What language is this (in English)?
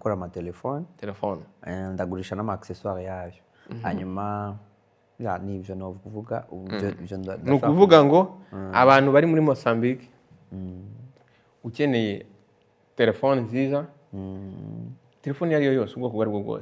Rundi